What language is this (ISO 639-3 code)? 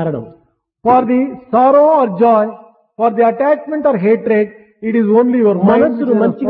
tel